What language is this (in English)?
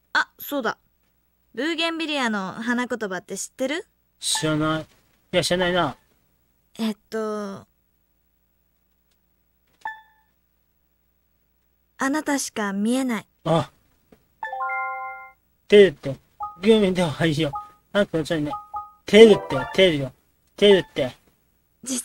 Japanese